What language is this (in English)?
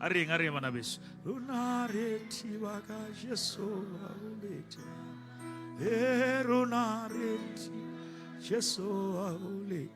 Southern Sotho